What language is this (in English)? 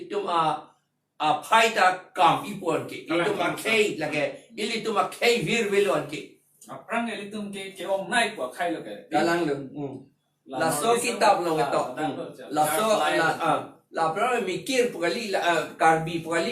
Karbi